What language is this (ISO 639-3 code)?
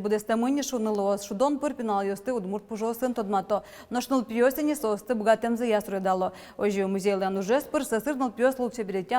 udm